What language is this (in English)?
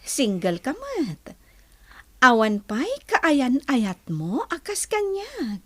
Iloko